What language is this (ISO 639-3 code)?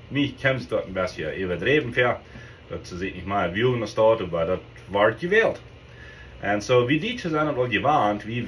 pdt